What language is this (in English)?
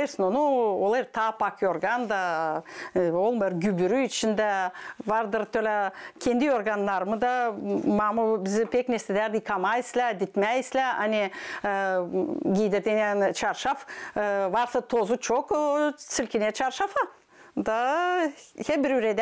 Gagauz